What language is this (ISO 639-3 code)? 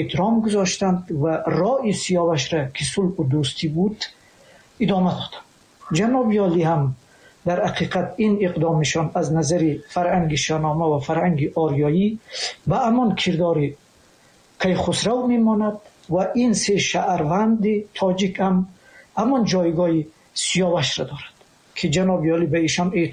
tgk